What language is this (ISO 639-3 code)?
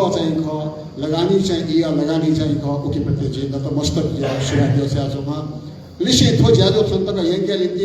new